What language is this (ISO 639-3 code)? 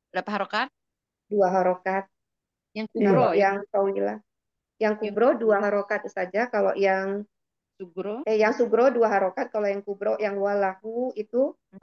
ind